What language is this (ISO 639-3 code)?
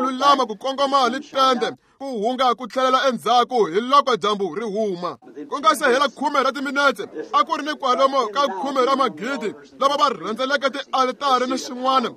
tso